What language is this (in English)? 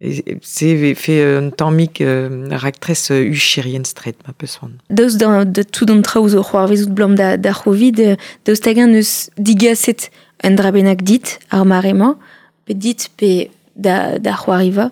Breton